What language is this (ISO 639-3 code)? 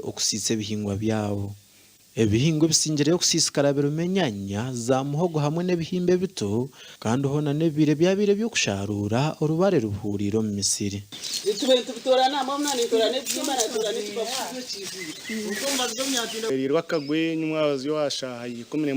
nyn